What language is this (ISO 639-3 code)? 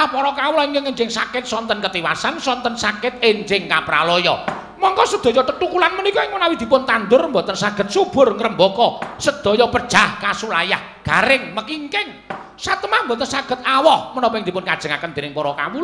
jav